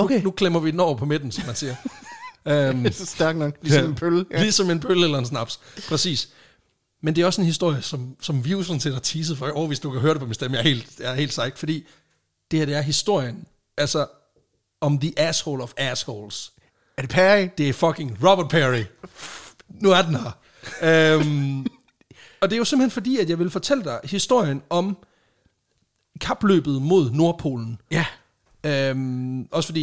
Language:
Danish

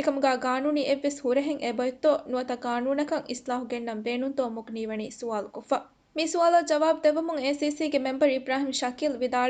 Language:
Divehi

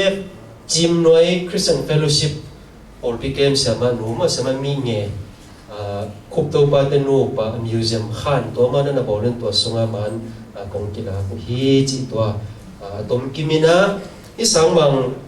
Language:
Tedim Chin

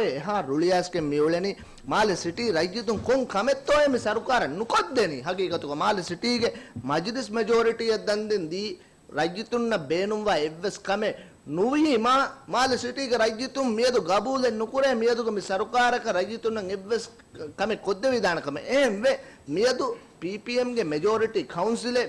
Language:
Divehi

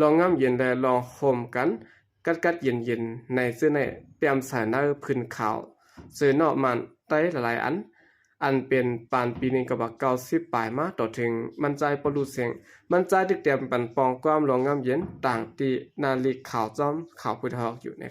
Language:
Shan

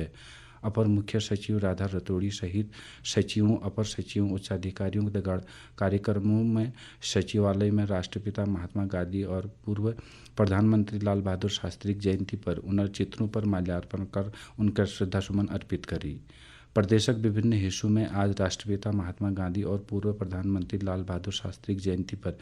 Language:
Garhwali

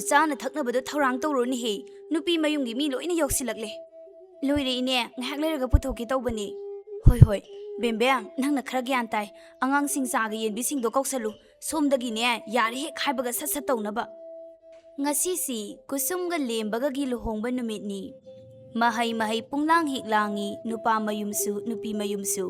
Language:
Manipuri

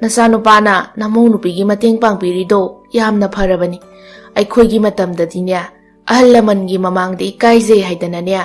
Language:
Manipuri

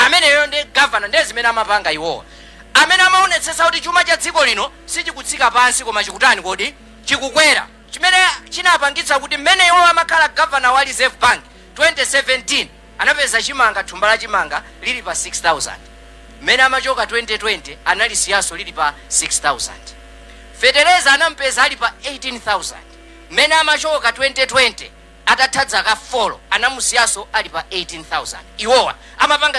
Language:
Nyanja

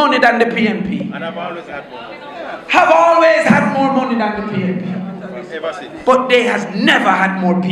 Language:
Jamaican Creole English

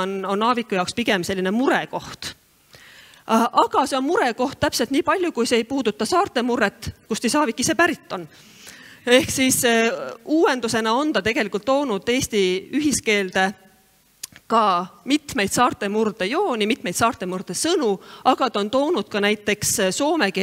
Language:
Estonian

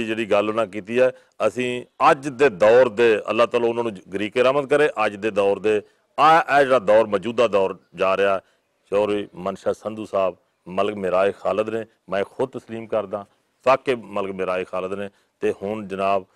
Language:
Western Panjabi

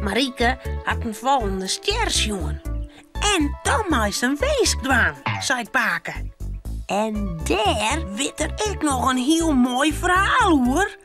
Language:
Western Frisian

